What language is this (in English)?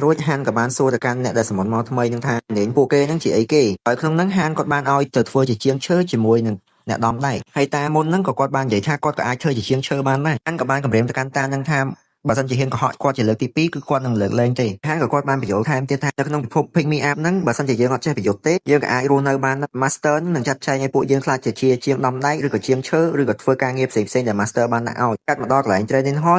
Khmer